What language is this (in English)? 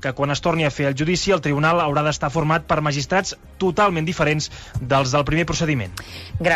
Catalan